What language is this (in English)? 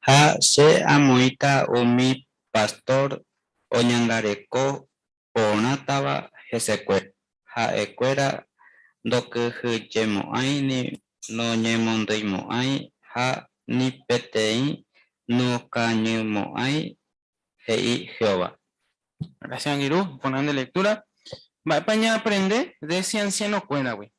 Guarani